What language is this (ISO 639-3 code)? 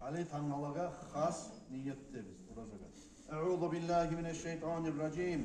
kum